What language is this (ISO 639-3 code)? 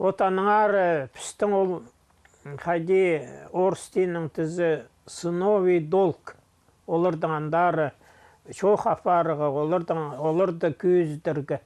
kjh